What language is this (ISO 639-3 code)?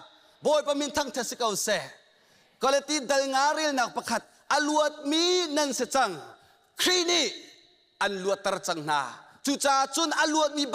cnh